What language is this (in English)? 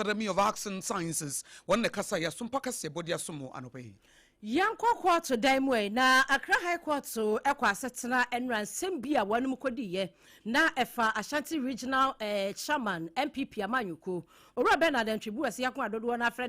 Akan